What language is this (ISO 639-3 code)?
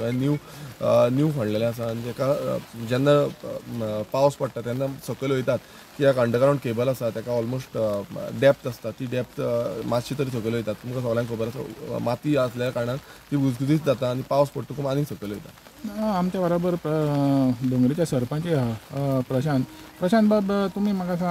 kok